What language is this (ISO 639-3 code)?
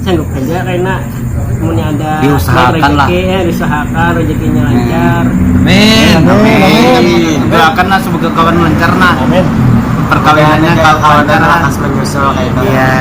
bjn